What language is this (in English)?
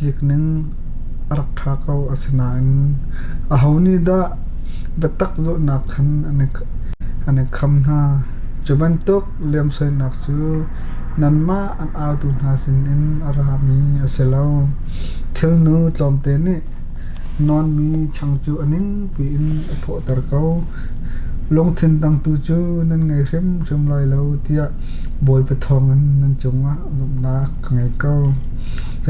Hakha Chin